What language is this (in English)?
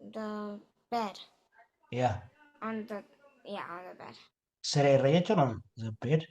Oromo